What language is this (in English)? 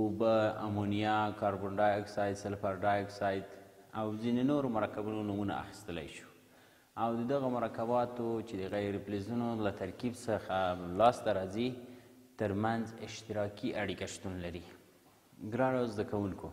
Pashto